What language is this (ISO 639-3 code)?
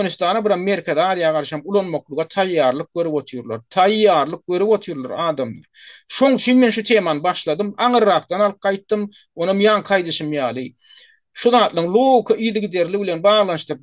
tuk